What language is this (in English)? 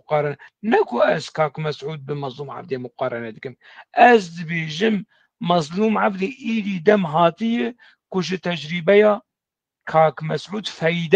Kurdish